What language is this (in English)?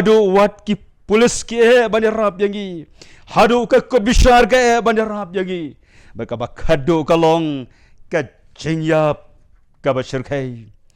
Khasi